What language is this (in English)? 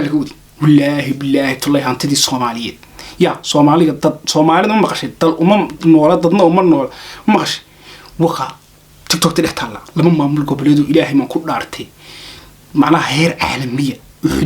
Somali